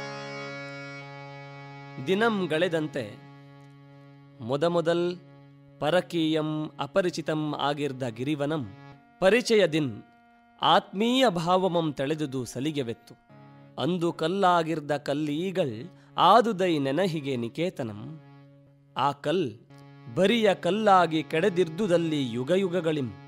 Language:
Kannada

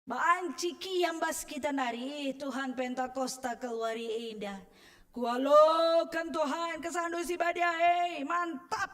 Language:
Batak Karo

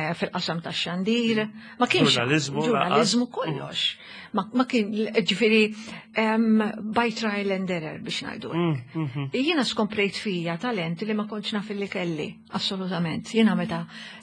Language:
Maltese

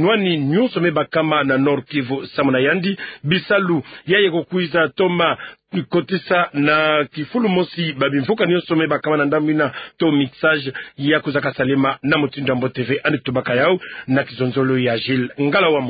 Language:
Kituba (Democratic Republic of Congo)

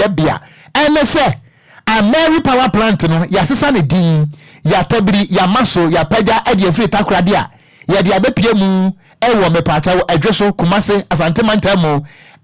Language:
Akan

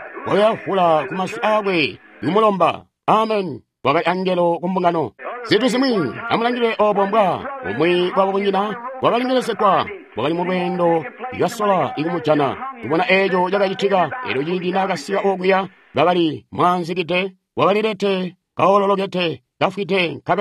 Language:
Tonga (Zambia)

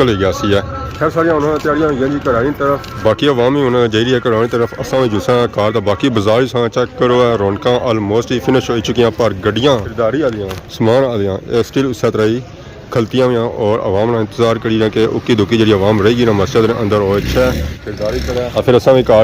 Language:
Pahari-Potwari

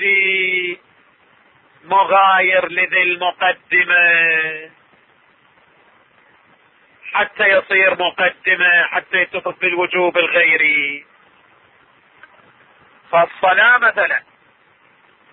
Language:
Arabic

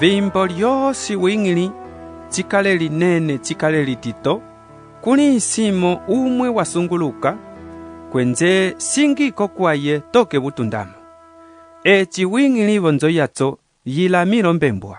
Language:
Umbundu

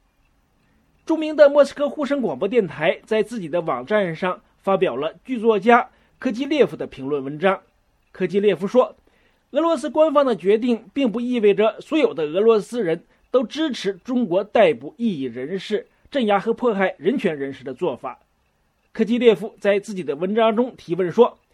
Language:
Chinese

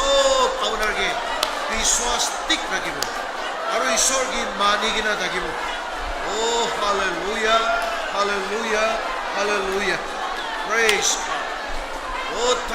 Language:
Naga Pidgin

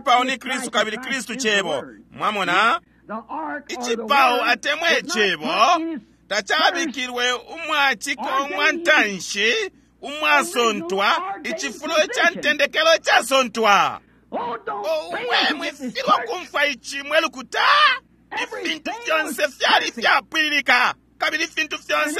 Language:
Bemba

